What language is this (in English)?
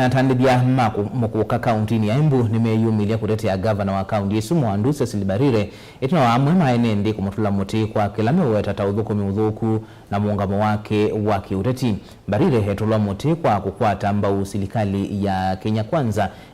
Kamba